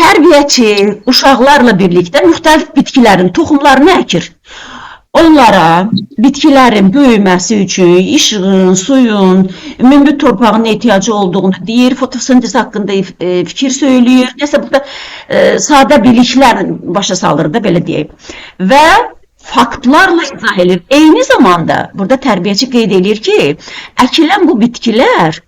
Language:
Azerbaijani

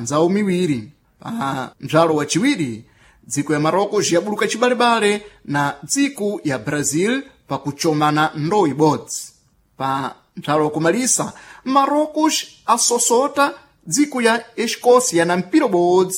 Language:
Sena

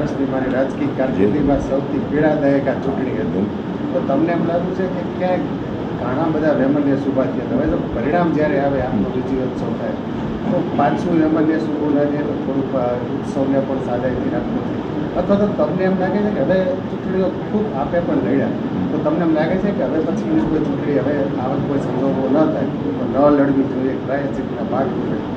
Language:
Gujarati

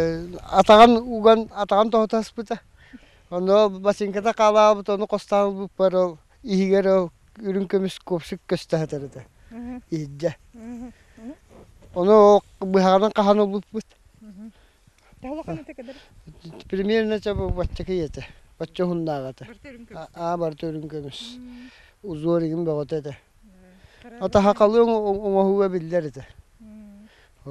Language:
Yakut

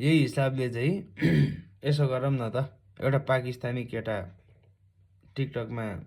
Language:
Nepali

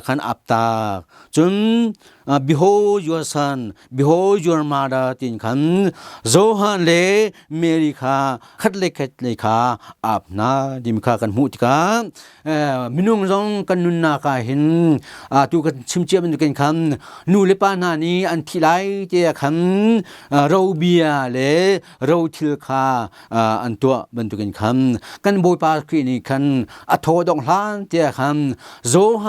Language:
Hakha Chin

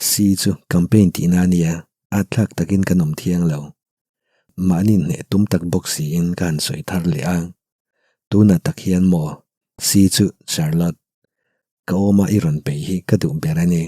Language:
Mizo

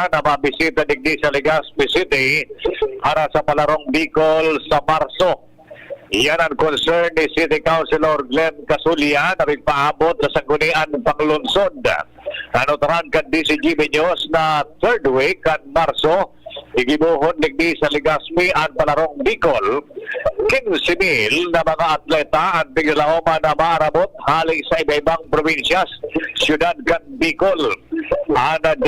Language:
Bikol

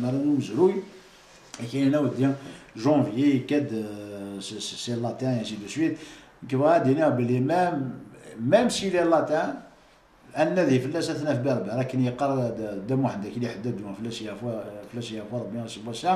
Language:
Kabyle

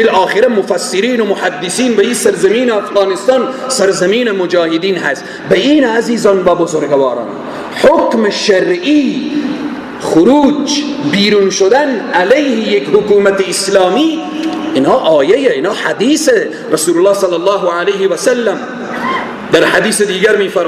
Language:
Persian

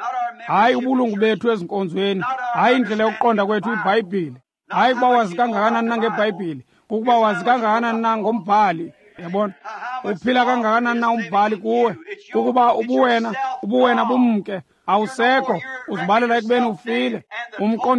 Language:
Xhosa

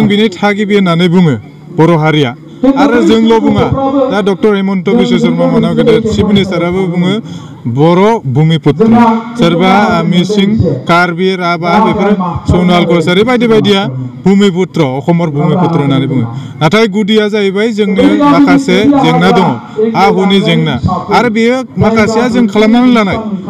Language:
Bodo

